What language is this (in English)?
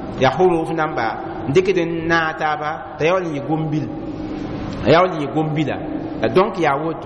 Mossi